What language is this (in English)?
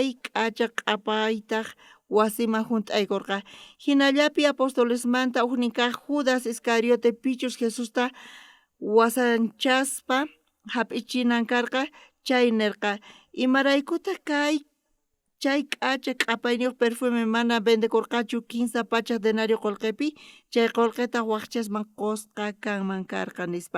South Bolivian Quechua